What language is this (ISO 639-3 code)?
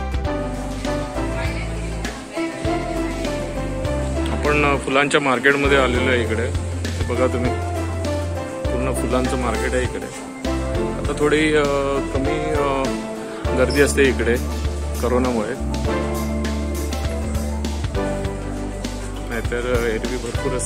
mar